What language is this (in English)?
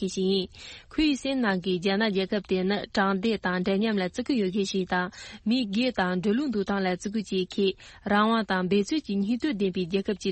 Tibetan